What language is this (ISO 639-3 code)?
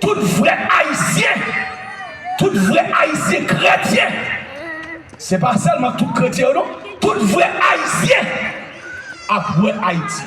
hat